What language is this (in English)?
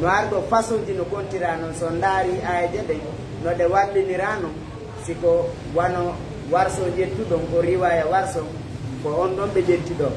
Fula